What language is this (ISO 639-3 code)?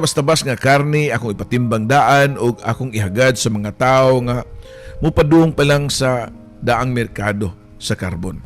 ceb